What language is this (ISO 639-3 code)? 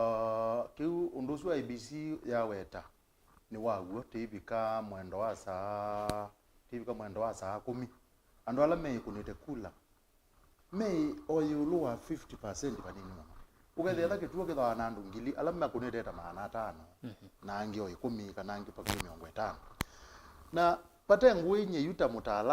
kam